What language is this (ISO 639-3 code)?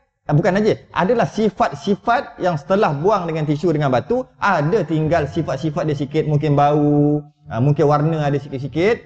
msa